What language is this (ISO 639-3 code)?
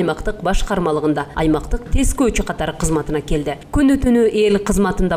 kir